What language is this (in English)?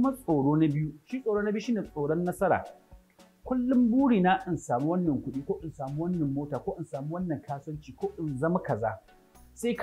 Hausa